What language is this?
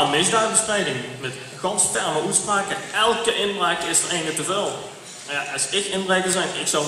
Limburgish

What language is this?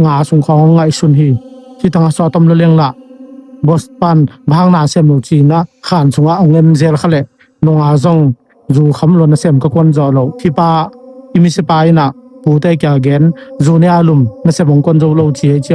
Tedim Chin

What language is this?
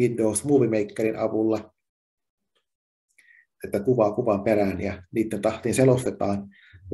Finnish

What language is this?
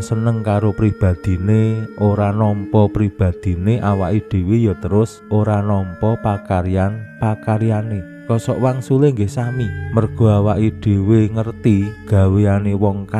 Javanese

